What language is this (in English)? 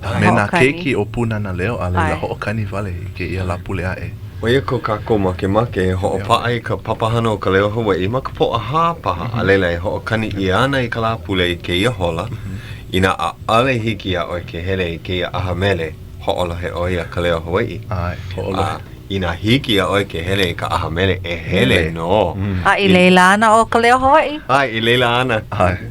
Hawaiian